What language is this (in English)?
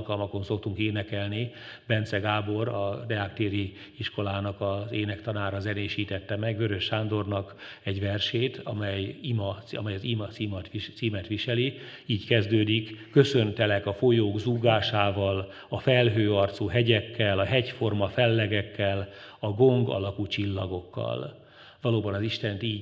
Hungarian